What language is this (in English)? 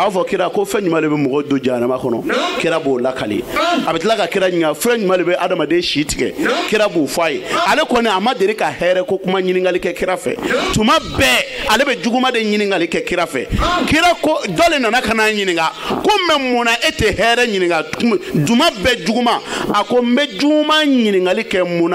Bambara